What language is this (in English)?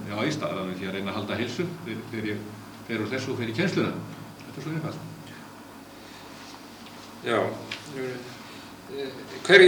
Icelandic